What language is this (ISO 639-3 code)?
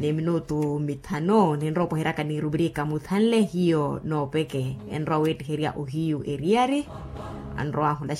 vmw